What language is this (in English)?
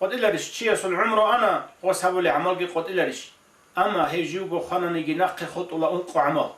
Avaric